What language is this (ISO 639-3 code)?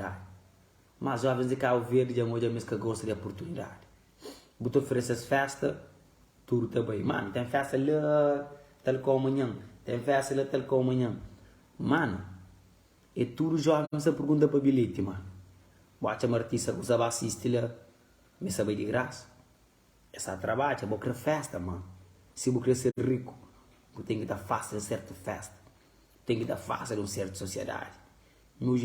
kea